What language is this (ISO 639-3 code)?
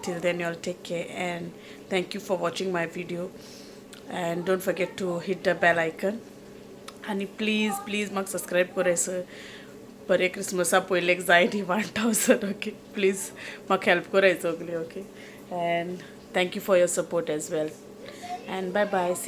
kok